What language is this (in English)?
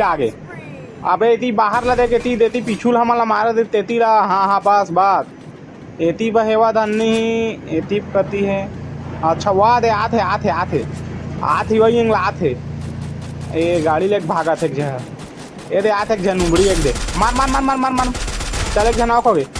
Chhattisgarhi